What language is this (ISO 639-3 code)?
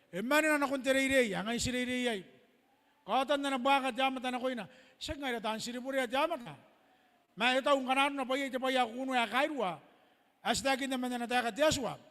gil